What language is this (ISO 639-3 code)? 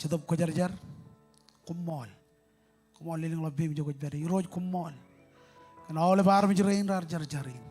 mah